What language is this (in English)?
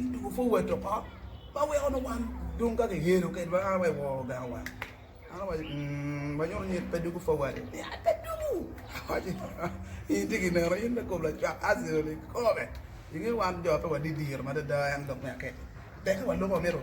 Acoli